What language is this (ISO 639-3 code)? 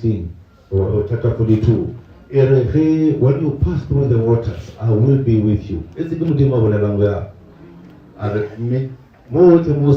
nso